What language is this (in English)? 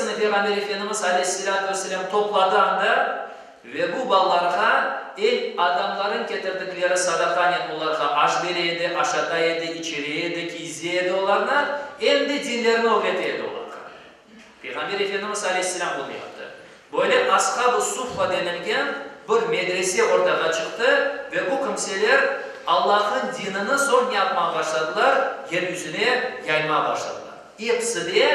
Crimean Tatar